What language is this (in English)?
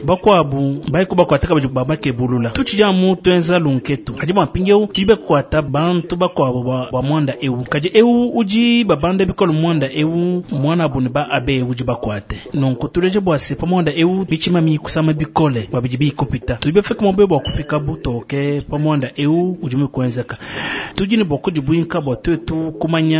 Luba-Lulua